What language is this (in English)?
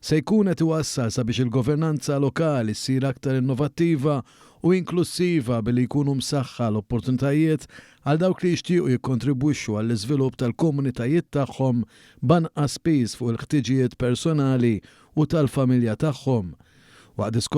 Maltese